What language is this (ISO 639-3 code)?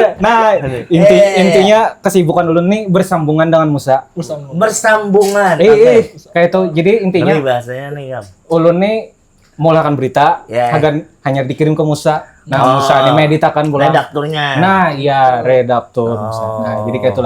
bjn